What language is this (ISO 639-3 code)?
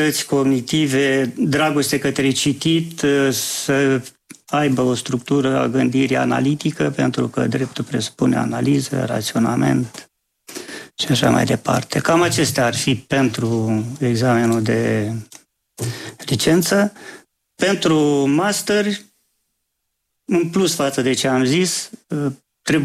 ron